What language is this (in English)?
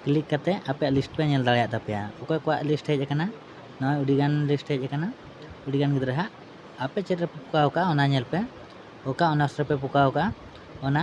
Santali